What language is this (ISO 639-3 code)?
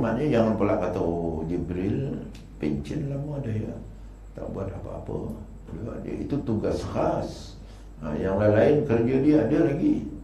msa